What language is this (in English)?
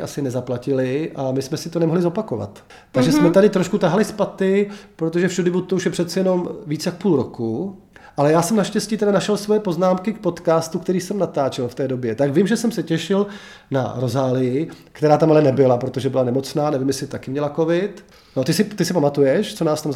Czech